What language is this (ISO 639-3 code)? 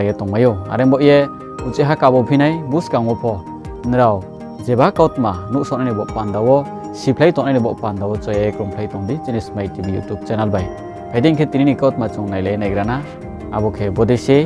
ria